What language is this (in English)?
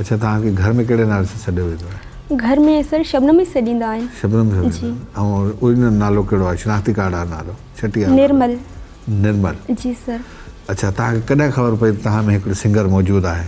Sindhi